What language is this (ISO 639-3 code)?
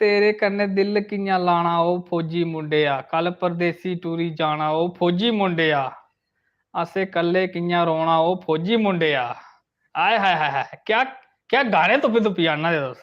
doi